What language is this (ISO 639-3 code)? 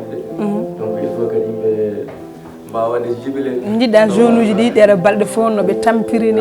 ful